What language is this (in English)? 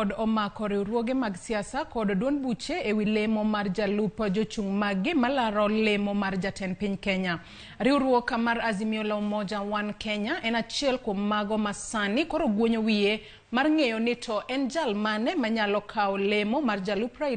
Luo (Kenya and Tanzania)